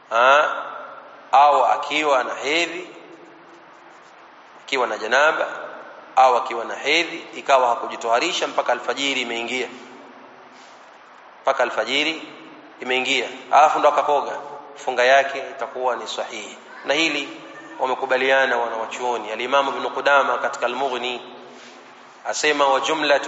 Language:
Swahili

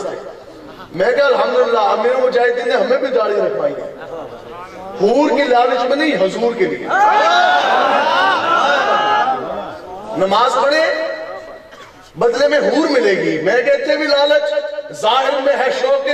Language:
Urdu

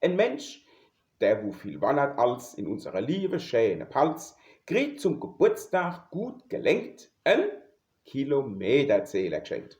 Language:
Palatine German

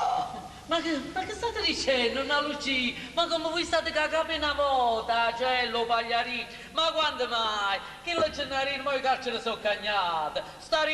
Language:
Neapolitan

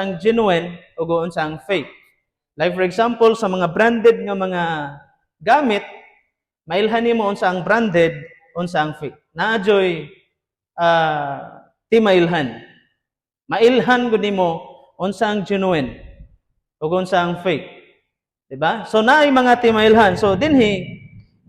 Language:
Cebuano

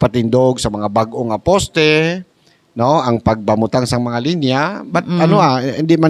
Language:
Hiligaynon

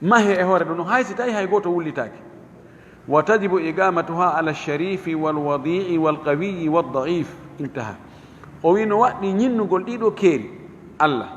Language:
Fula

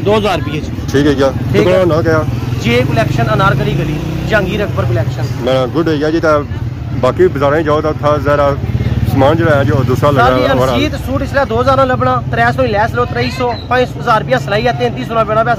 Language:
Pahari-Potwari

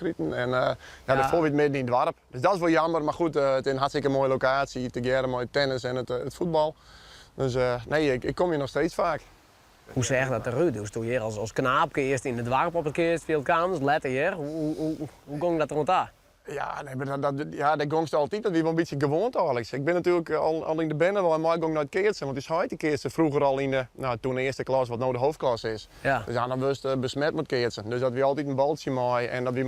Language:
Western Frisian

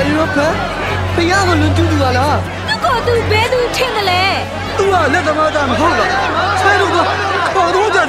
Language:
Burmese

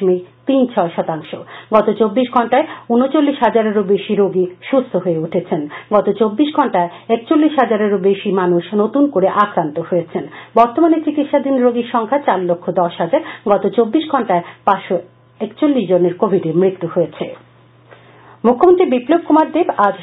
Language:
Bangla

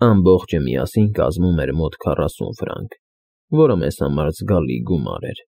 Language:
Armenian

